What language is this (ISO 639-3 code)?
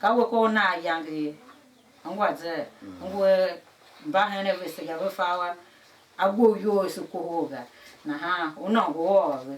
tiv